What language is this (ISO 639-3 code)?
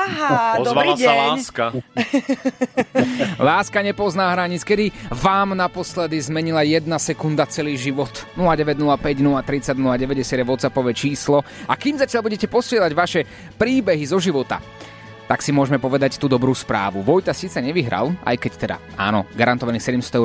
slk